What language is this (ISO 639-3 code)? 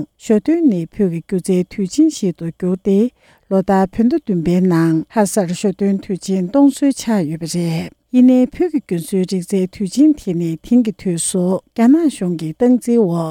bod